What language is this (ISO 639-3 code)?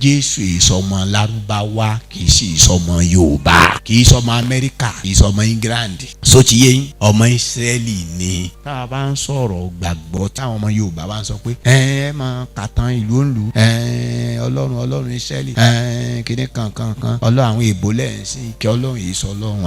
yor